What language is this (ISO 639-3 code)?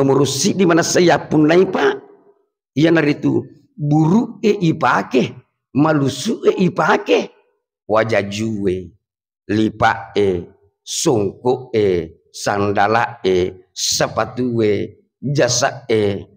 bug